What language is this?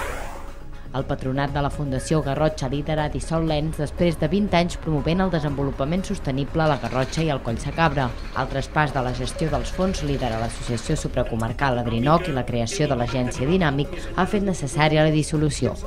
Catalan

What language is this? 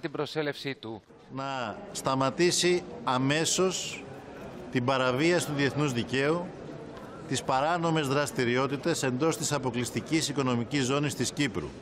Greek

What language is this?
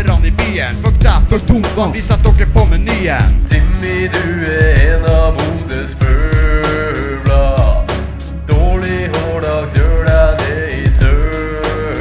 Norwegian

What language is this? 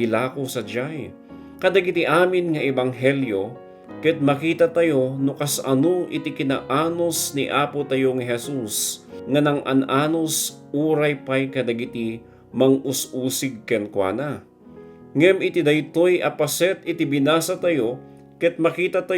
Iloko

